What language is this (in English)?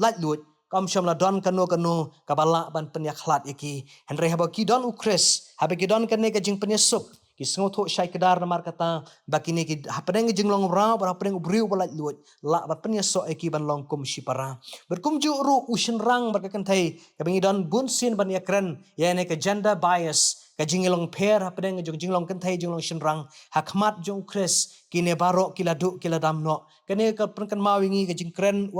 Khasi